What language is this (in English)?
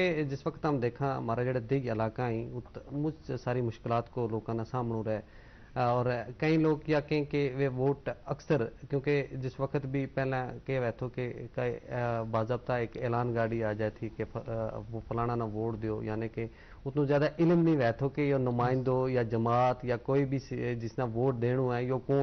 Gujari